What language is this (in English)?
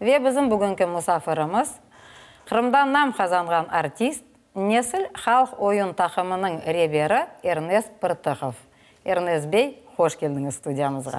Crimean Tatar